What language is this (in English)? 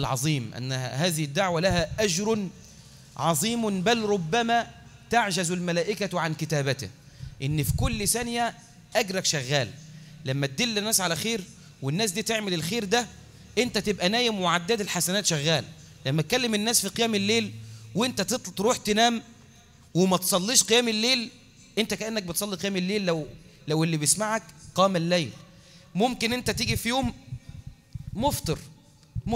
Egyptian Arabic